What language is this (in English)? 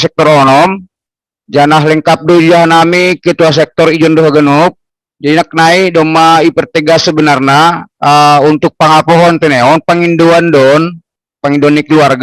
Batak Simalungun